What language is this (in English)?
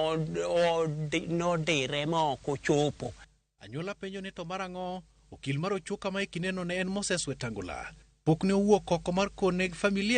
Luo (Kenya and Tanzania)